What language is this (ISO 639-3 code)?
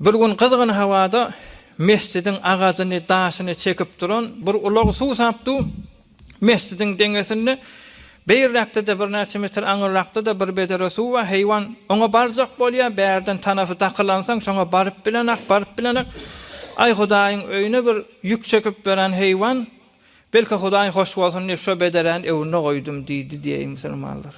tuk